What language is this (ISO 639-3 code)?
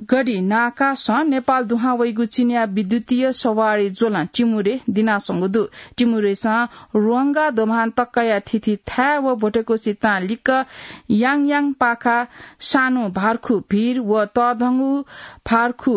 new